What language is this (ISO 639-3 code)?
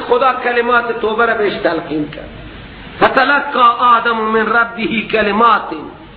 fas